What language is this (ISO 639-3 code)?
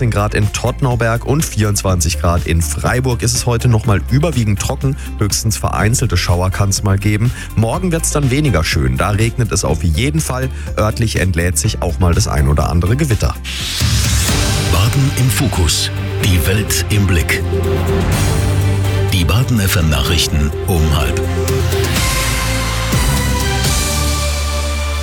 deu